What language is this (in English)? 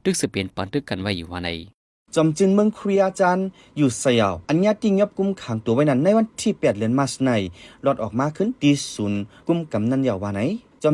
Shan